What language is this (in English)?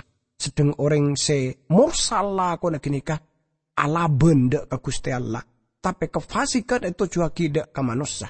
Madurese